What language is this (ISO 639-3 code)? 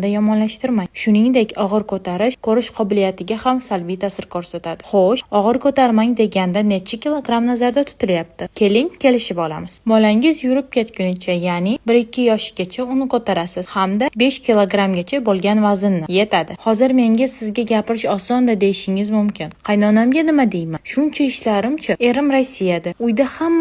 uzb